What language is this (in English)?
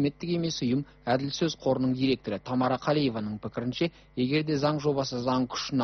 Kazakh